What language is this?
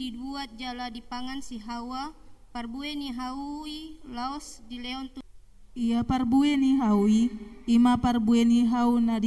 Batak Toba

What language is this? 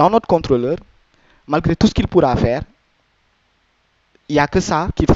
French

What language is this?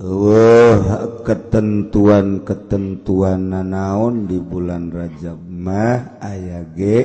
Sundanese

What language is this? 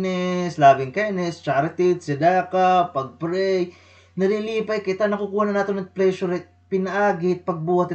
Waray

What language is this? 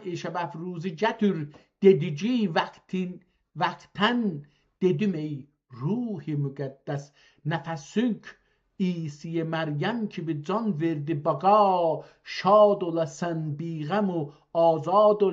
South Azerbaijani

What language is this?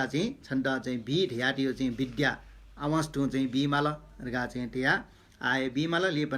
Newari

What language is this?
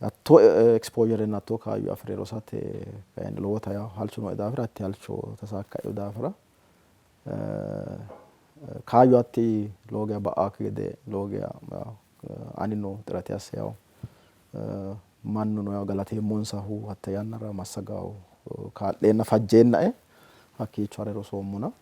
Sidamo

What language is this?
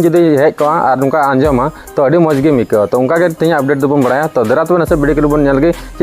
Santali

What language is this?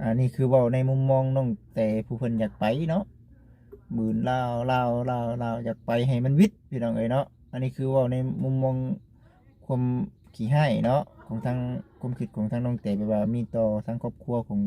Lao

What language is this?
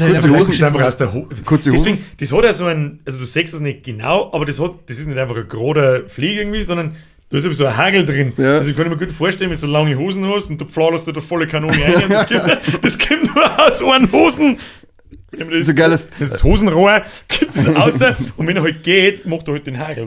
Bavarian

